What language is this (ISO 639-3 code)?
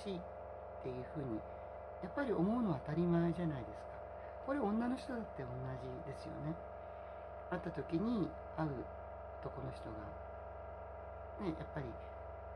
jpn